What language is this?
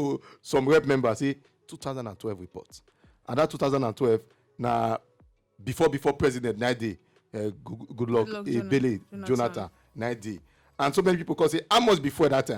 Nigerian Pidgin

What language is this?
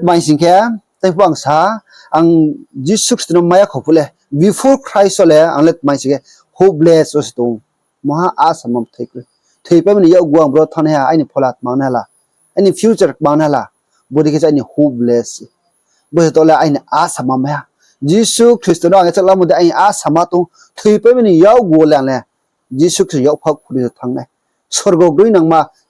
Riang (India)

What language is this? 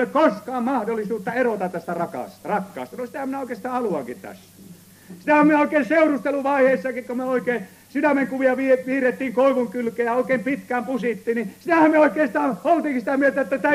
Finnish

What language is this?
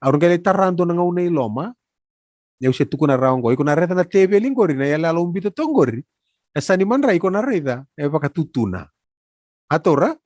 Fijian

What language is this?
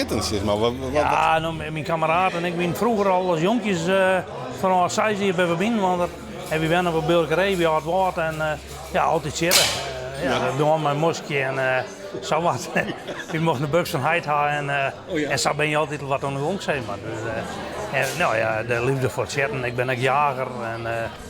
Western Frisian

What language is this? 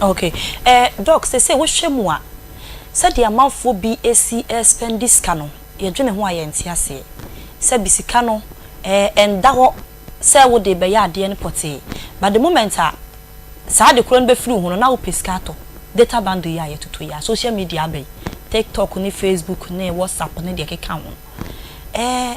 Akan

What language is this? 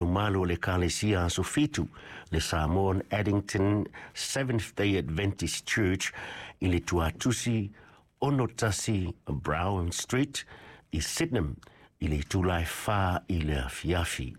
Samoan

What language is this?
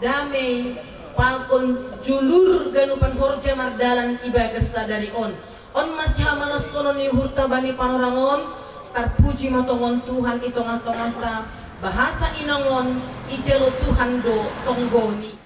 Batak Simalungun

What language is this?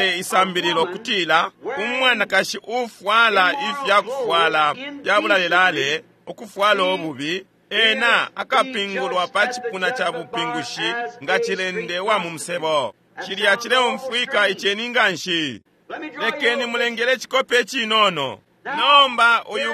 Bemba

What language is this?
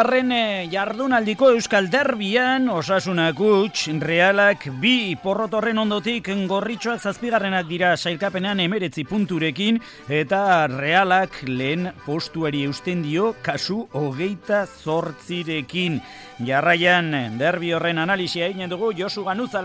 Basque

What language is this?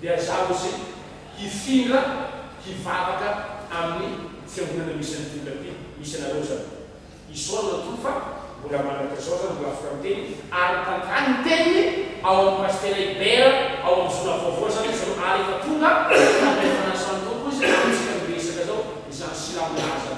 Malagasy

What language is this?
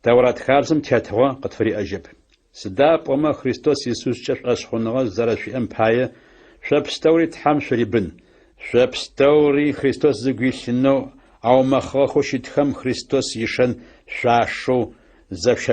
Adyghe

